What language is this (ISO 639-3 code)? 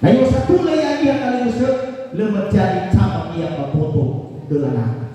nia